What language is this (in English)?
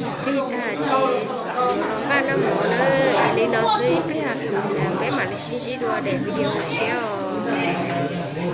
Hmong